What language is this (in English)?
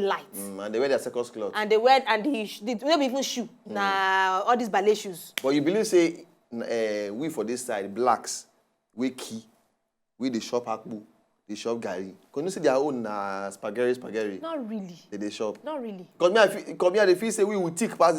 Nigerian Pidgin